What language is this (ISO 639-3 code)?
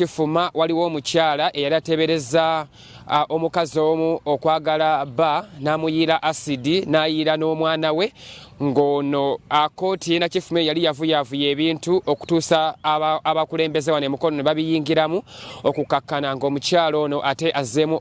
lug